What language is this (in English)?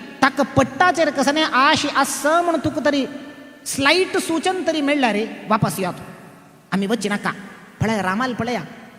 Konkani